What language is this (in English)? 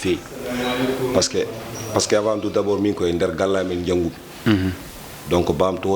Fula